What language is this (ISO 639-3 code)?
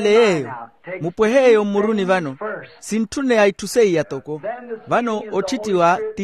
vmw